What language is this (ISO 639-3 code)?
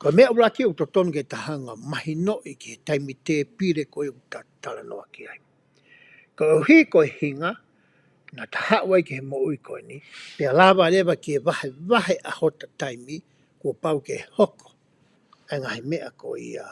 ton